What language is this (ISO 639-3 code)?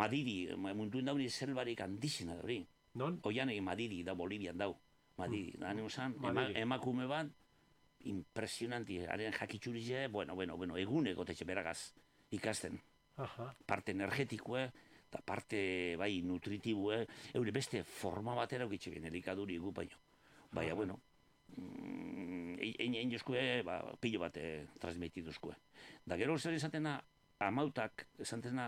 eus